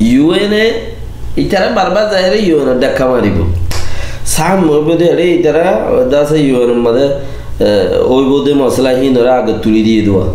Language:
Rohingya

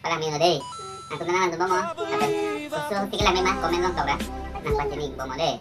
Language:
Karbi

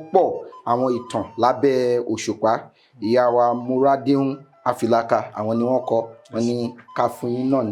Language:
Yoruba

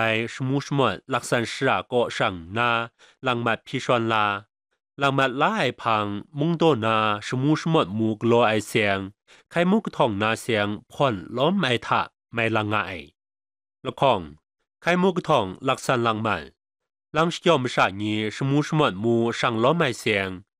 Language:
Kachin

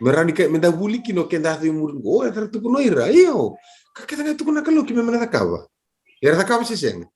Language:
Fijian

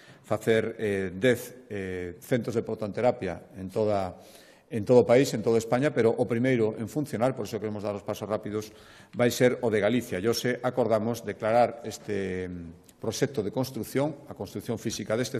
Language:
Galician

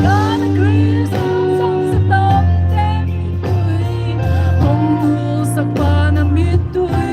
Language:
Paite Chin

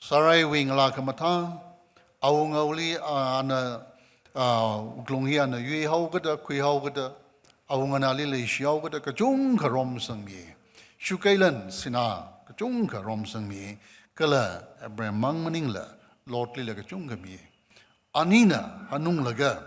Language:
Tangkhul Naga (India)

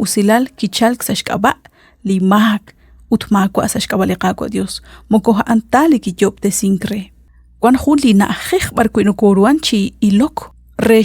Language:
Kekchí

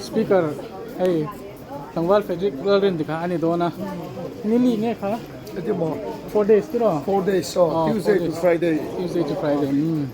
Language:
Hmar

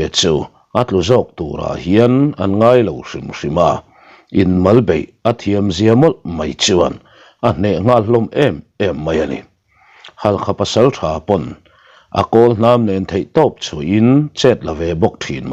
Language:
Mizo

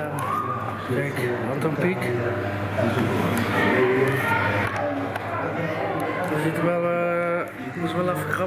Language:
Dutch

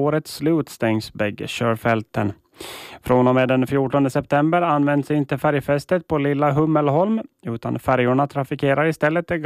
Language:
Swedish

